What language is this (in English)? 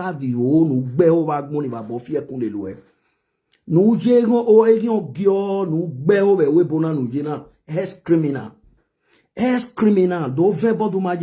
Nigerian Pidgin